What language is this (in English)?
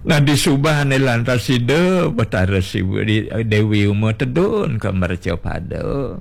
Balinese